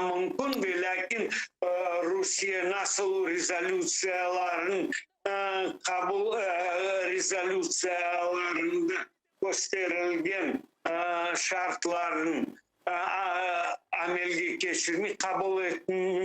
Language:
Crimean Tatar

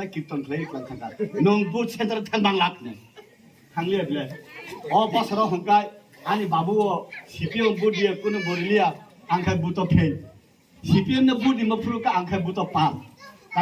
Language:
Kok Borok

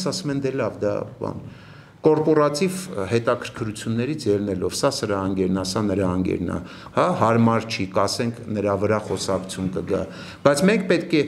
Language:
Armenian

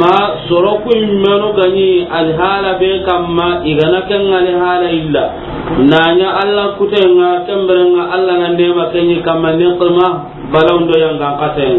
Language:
Soninke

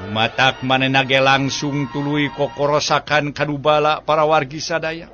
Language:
Sundanese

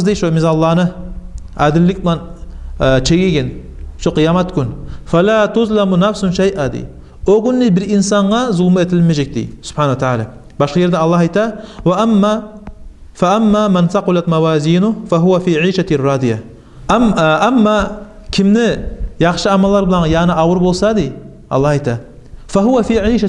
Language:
Kumyk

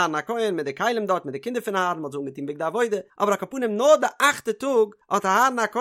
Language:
Yiddish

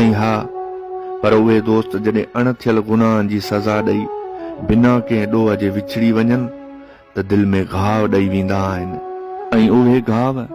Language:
Sindhi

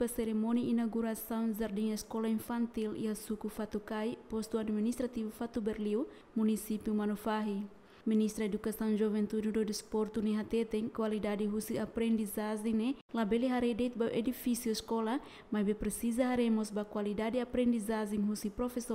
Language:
Tetum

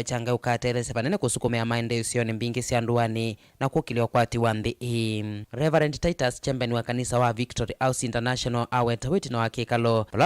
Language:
Kamba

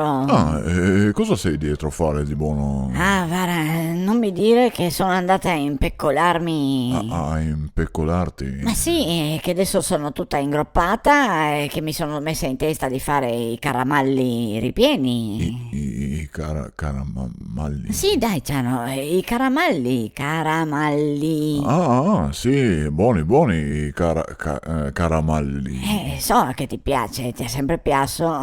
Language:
Venetian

